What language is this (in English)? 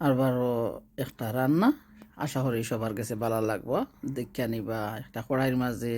Sylheti